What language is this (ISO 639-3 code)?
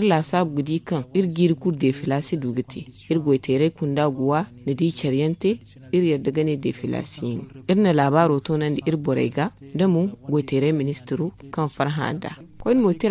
dje